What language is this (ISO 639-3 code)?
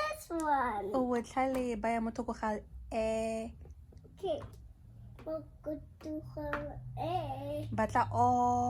tsn